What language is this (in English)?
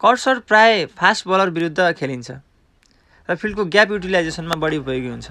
Nepali